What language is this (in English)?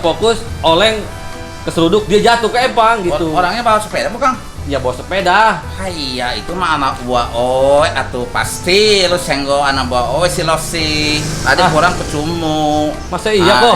Betawi